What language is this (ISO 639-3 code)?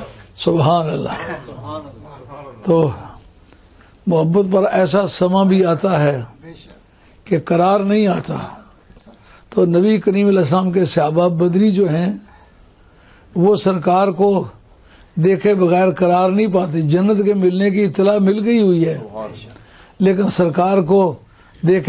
urd